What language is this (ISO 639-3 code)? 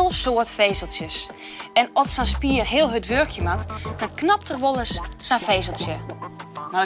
fry